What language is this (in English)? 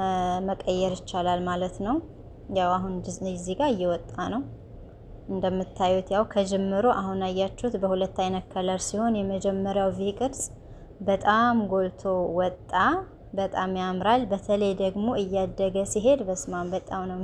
Amharic